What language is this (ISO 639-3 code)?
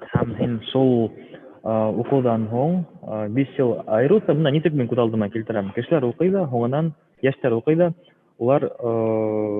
bak